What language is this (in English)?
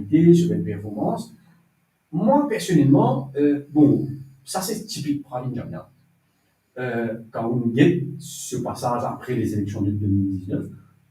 Morisyen